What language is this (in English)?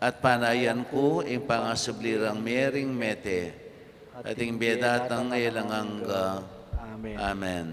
Pampanga